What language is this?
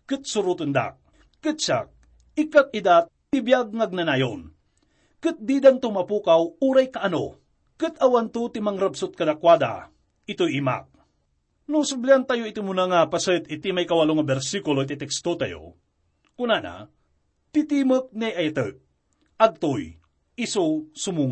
Iloko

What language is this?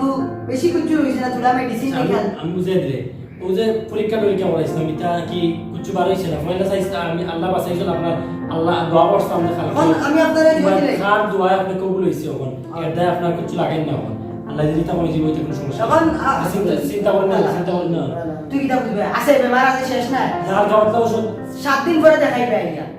Sylheti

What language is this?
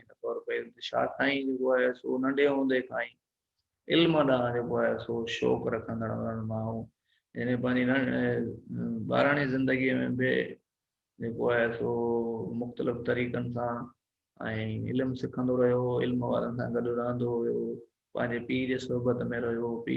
Sindhi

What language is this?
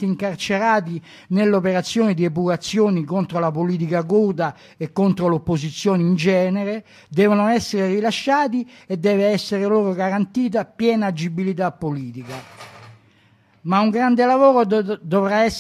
Italian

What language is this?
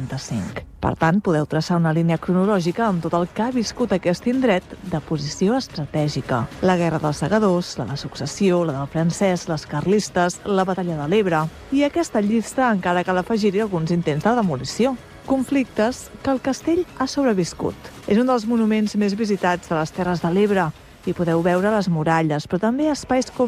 Catalan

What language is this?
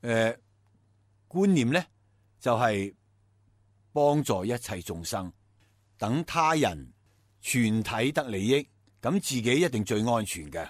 Cantonese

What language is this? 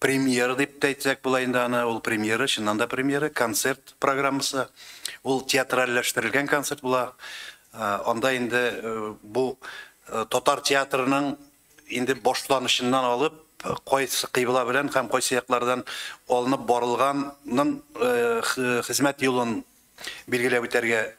Tatar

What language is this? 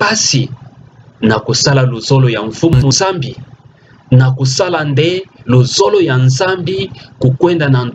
Kituba (Democratic Republic of Congo)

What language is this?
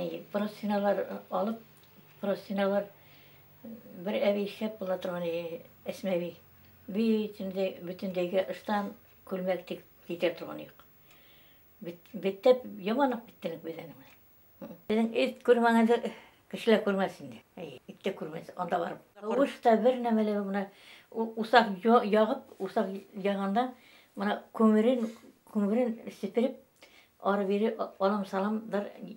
Bashkir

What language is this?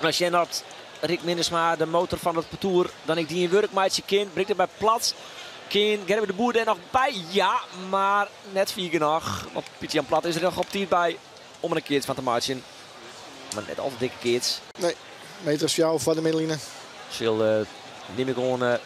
Western Frisian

